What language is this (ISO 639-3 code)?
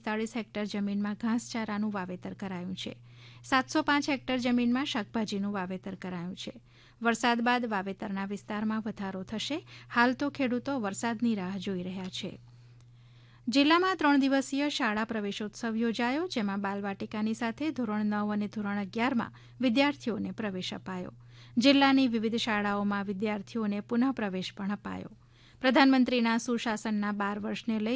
guj